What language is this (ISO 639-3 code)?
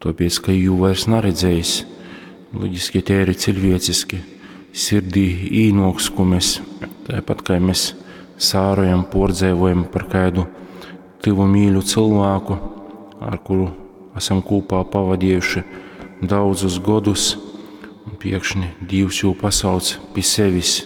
ltg